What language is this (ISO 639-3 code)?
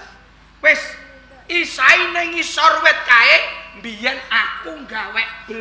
jav